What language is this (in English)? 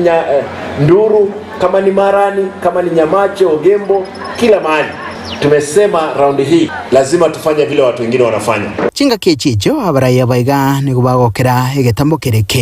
Gusii